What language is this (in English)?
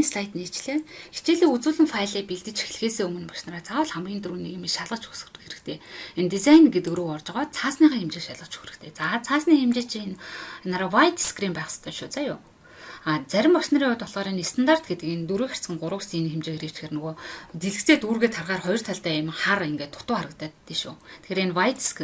Mongolian